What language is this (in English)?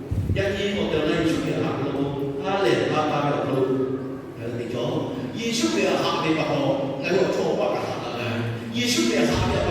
Lahu